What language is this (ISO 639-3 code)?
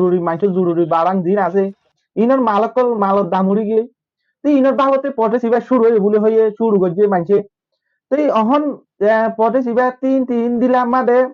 rhg